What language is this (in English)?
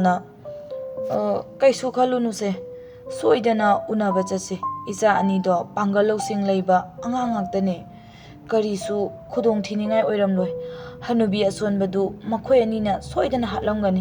Manipuri